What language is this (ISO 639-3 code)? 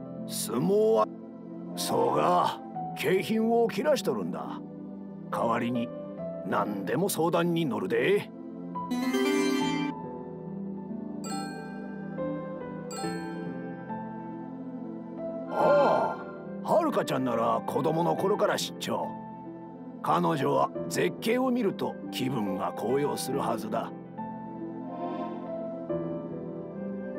jpn